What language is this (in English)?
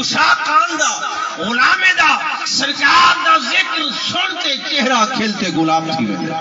Saraiki